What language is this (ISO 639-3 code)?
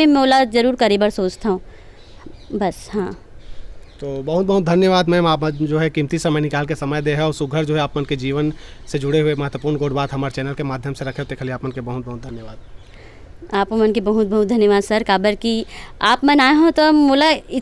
hne